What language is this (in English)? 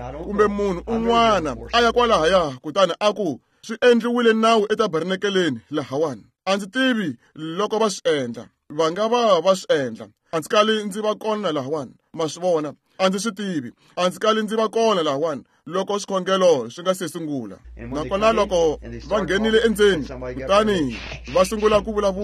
Tsonga